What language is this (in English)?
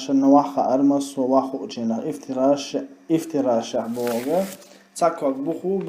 Chechen